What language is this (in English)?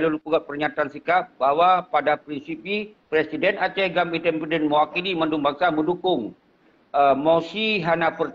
Achinese